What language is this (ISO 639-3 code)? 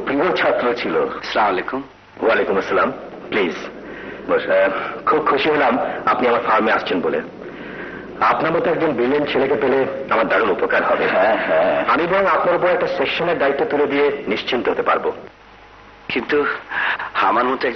ben